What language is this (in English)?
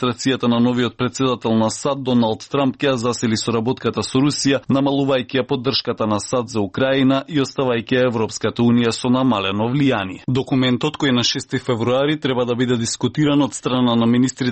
Macedonian